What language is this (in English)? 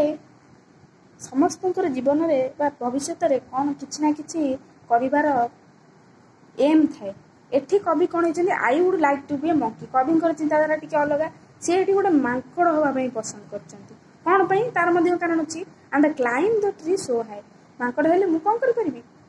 Odia